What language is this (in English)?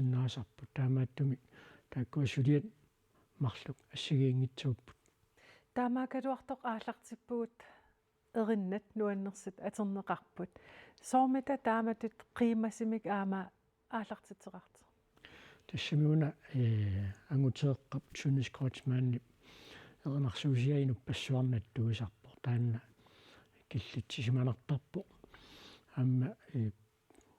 Kalaallisut